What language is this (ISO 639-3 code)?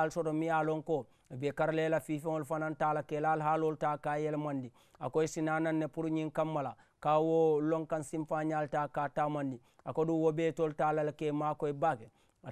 man